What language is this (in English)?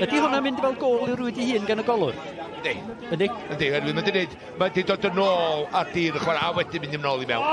Welsh